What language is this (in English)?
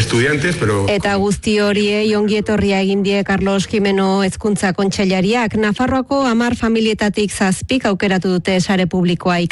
Basque